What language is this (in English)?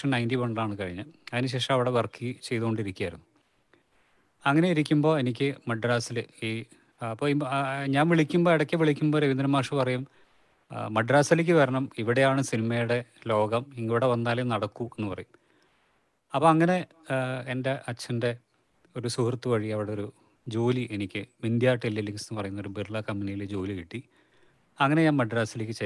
Malayalam